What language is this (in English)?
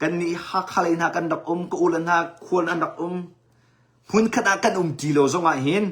Hakha Chin